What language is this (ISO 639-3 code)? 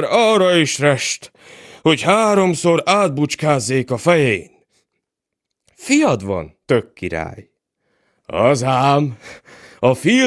hun